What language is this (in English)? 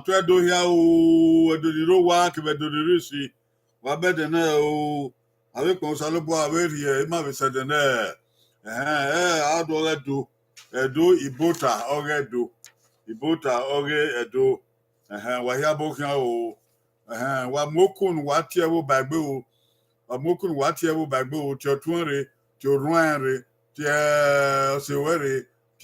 Bini